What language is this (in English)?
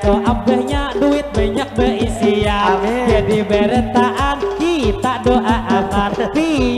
Banjar